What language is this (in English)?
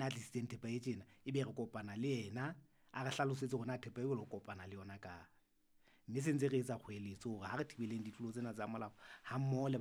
Southern Sotho